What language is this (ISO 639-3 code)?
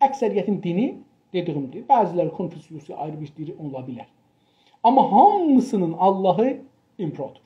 azb